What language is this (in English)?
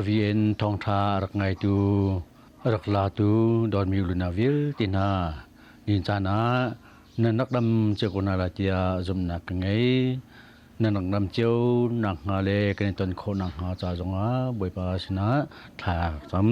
Hakha Chin